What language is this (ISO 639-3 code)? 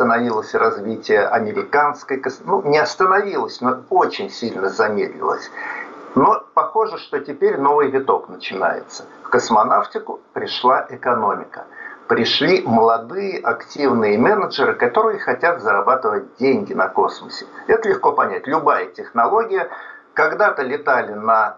rus